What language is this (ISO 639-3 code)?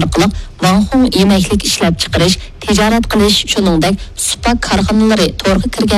uig